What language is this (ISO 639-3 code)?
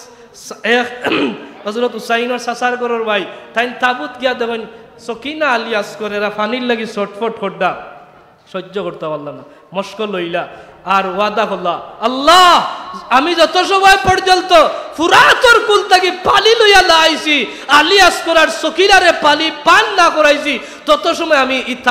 syl